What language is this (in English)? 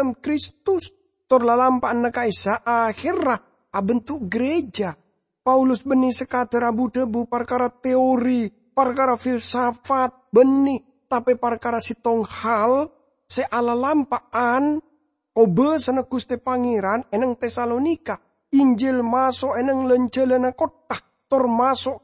Madurese